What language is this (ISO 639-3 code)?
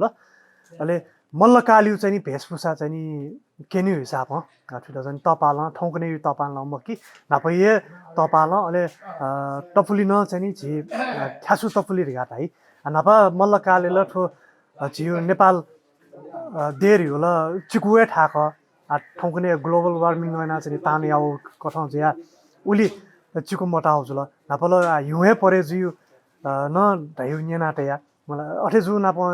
new